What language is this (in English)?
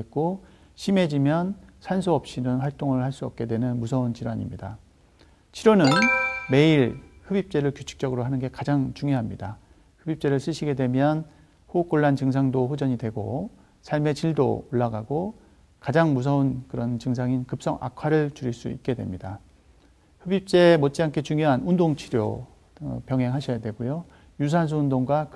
Korean